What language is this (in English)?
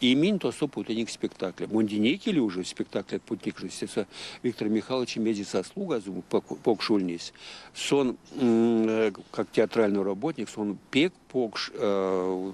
Erzya